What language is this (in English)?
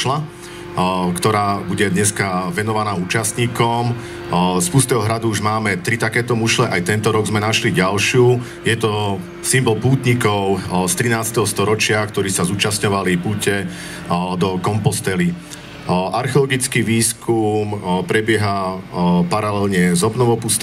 Slovak